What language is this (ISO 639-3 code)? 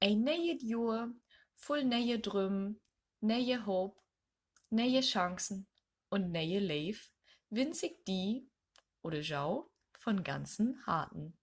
nds